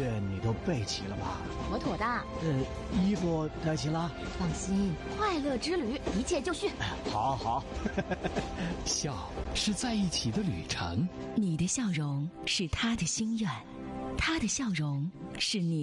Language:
Chinese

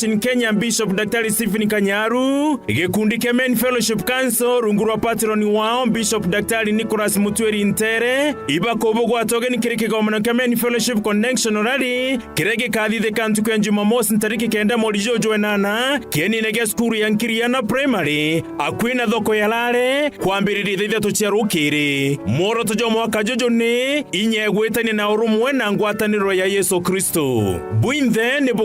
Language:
Meru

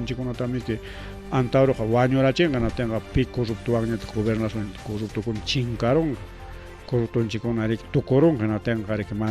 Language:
Ayacucho Quechua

